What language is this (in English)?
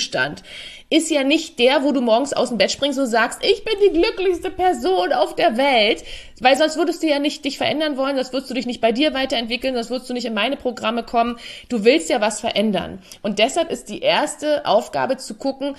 German